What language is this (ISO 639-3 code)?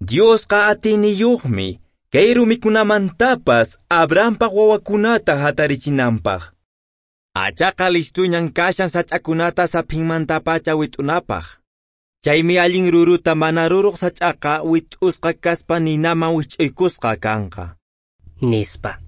que